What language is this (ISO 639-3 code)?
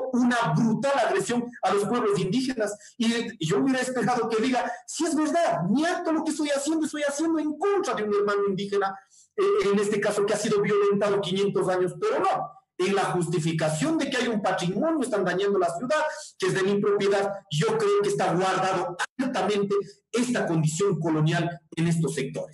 spa